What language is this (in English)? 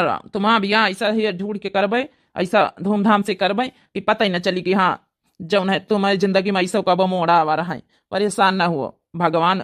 Awadhi